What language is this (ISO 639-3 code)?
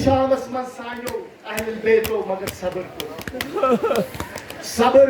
kas